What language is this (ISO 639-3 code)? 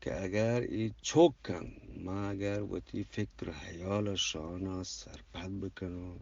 bgp